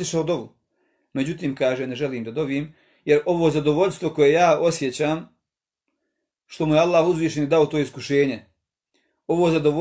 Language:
Bosnian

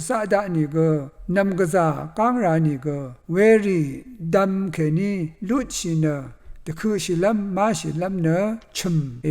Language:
Rawang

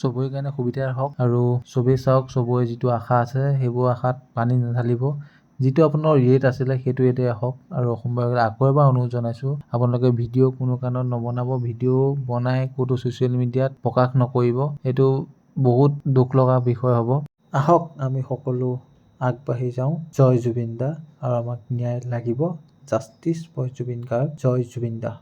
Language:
Assamese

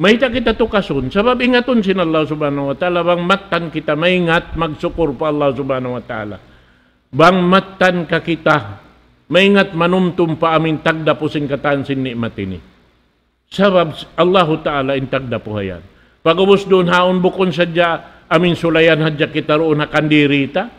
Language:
Tausug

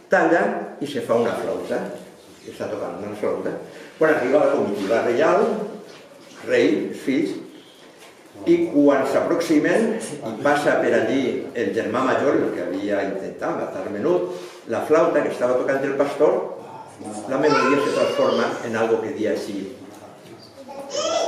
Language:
Catalan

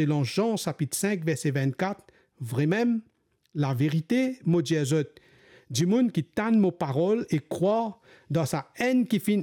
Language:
Morisyen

